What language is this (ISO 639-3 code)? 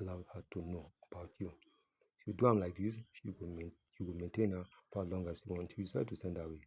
pcm